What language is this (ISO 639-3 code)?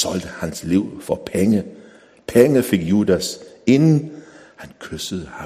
dan